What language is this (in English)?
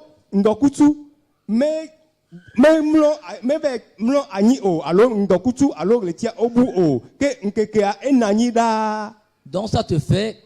Ewe